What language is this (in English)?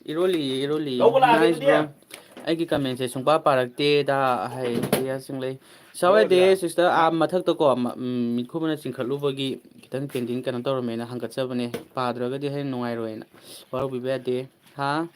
Manipuri